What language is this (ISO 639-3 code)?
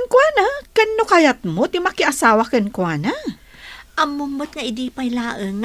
ilo